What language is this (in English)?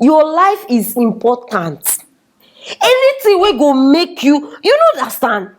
Nigerian Pidgin